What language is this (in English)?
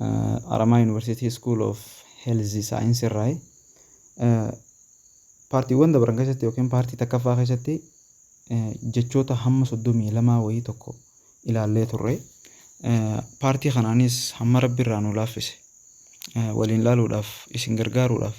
Oromo